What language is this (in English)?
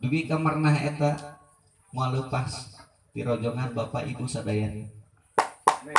Sundanese